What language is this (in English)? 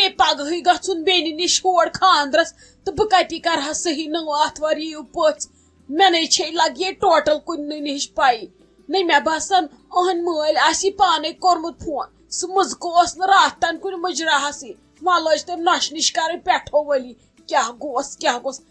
Kashmiri